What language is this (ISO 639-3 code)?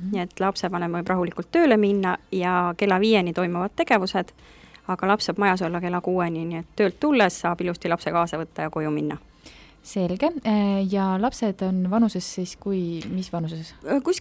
est